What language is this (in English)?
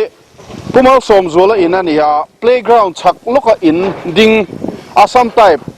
Mizo